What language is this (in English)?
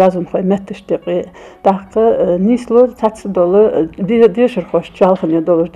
Ingush